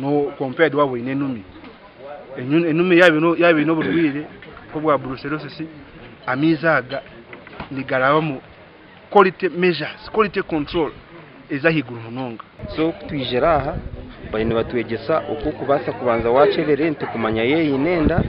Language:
Nyankole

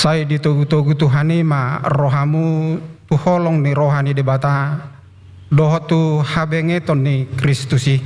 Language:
Batak Toba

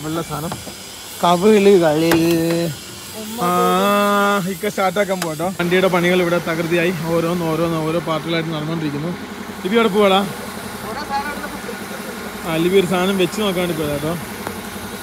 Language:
Malayalam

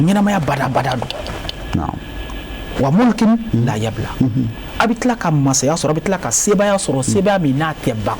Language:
Bambara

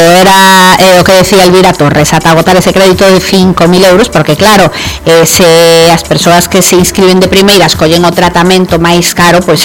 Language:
Galician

